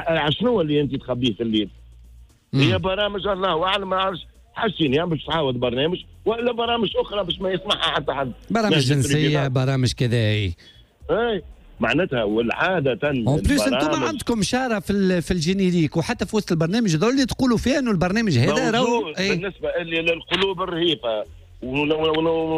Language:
Tunisian Arabic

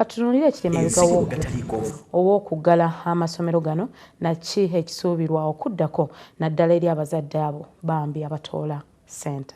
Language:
Ganda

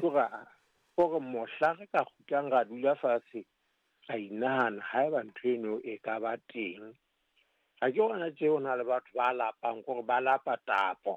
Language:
Southern Sotho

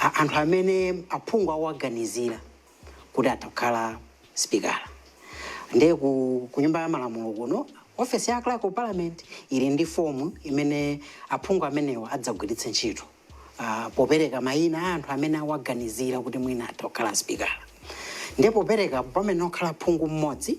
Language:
Nyanja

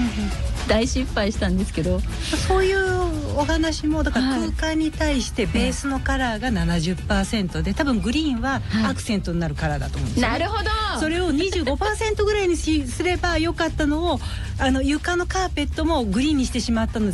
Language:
Japanese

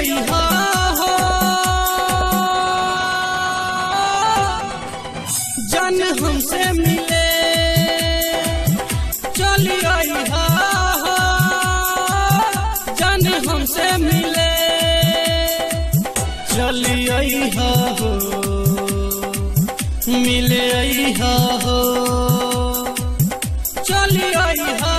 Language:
Bhojpuri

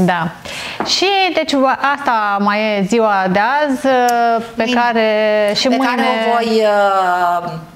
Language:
Romanian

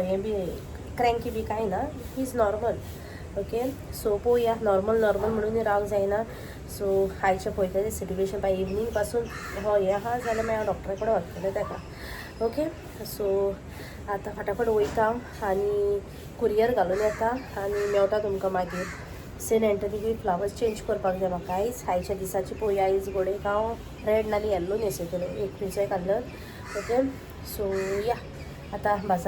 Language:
Konkani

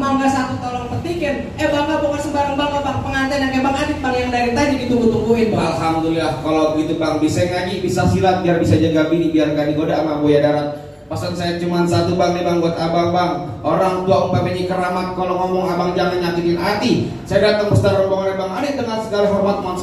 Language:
Betawi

